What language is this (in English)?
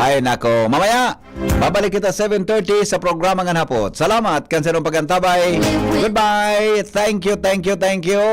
Bikol